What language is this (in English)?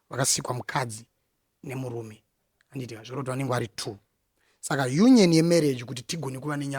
Shona